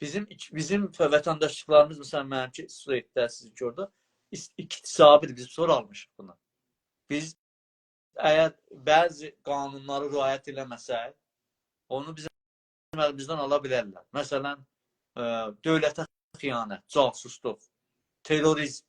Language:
South Azerbaijani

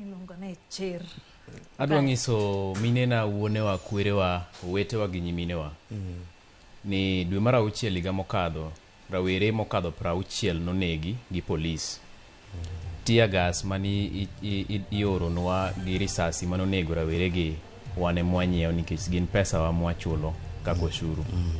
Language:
Luo (Kenya and Tanzania)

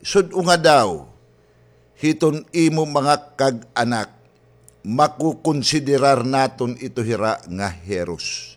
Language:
Waray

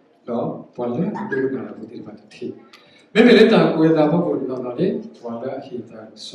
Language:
S'gaw Karen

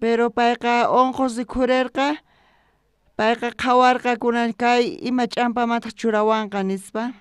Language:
South Bolivian Quechua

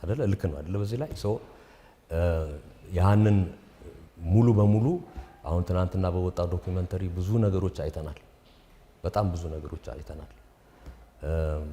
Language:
Amharic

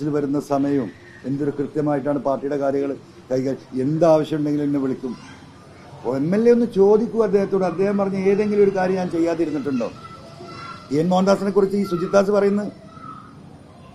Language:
Malayalam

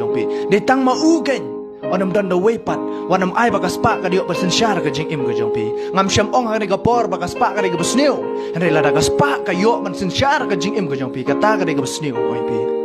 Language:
Khasi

